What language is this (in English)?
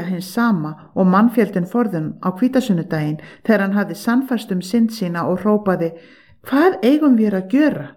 Icelandic